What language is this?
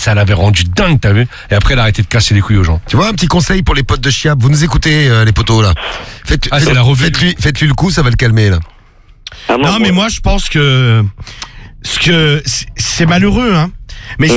French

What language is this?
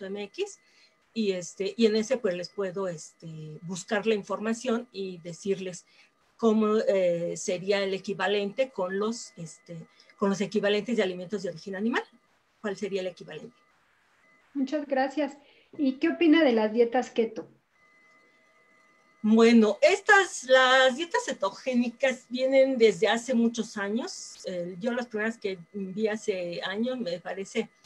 Spanish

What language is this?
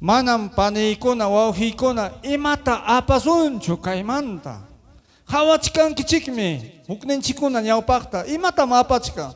Ayacucho Quechua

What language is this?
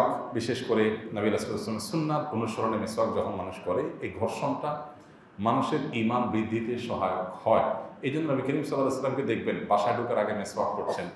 Bangla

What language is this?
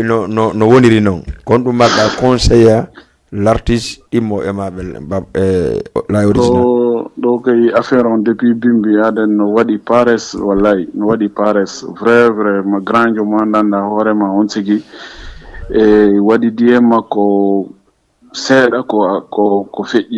Fula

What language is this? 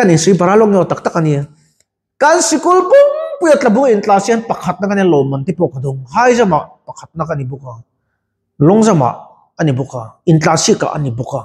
Mizo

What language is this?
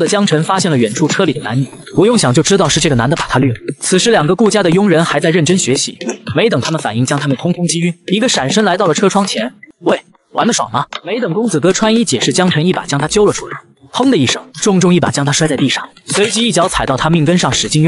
Chinese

